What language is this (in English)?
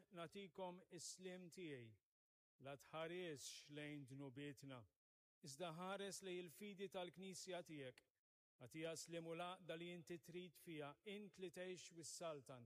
Maltese